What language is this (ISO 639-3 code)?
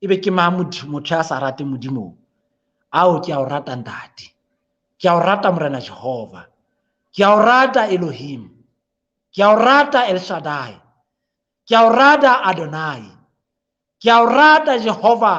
sot